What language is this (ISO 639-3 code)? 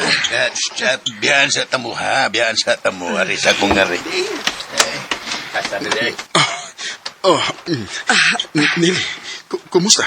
ceb